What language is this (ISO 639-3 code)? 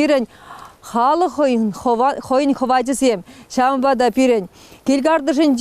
chv